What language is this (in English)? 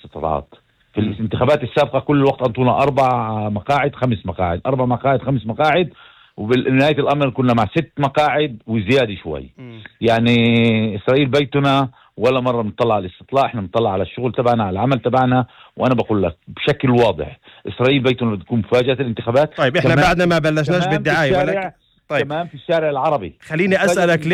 North Levantine Arabic